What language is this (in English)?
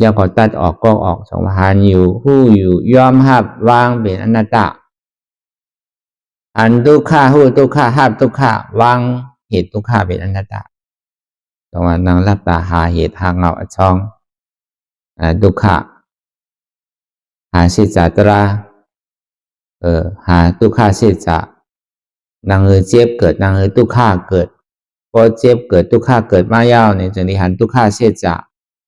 Shan